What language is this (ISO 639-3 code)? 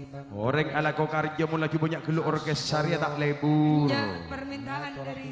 mad